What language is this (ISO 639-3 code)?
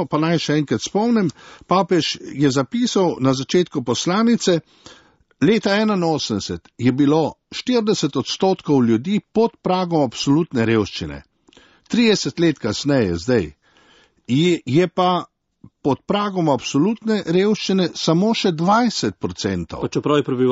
slv